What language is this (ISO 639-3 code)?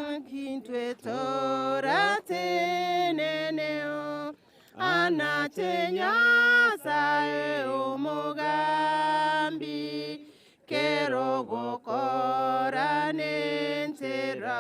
guz